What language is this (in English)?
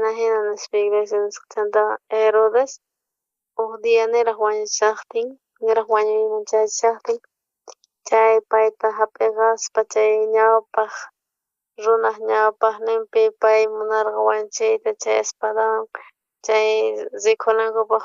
South Bolivian Quechua